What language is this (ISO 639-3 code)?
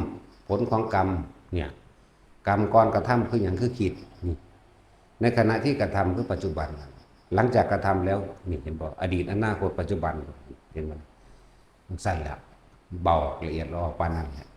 tts